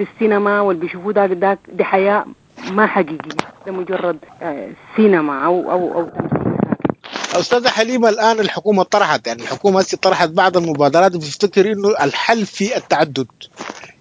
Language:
Sudanese Arabic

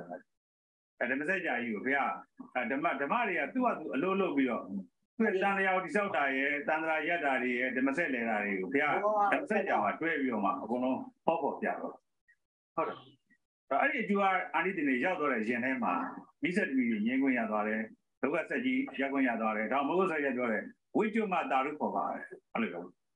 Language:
Burmese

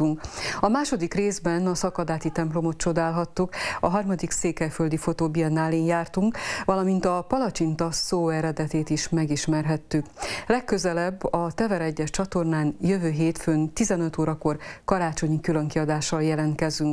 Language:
Hungarian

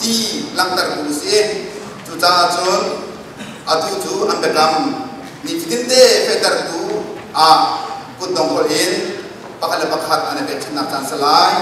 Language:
Hakha Chin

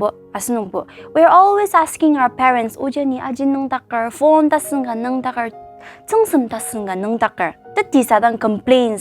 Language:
Ao Naga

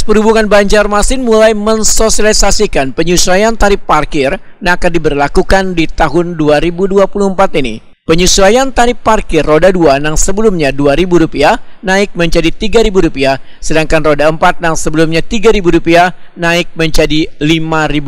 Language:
Banjar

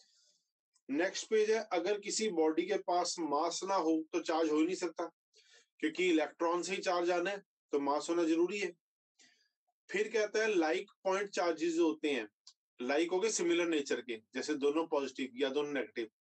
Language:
Hindi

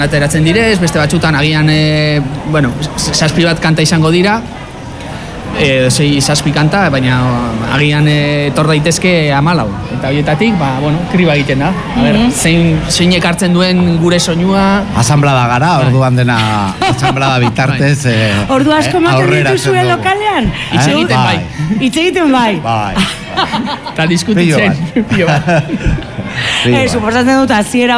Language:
Basque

